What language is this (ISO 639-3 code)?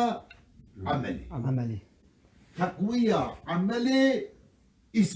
kur